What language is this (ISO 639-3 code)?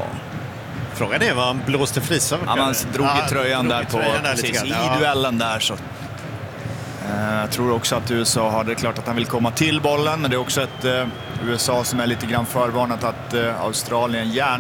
swe